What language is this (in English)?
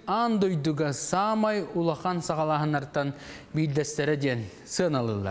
Yakut